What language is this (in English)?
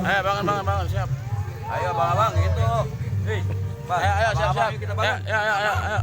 Betawi